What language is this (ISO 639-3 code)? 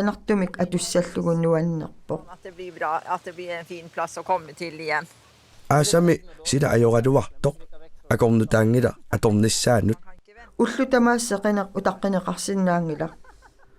kal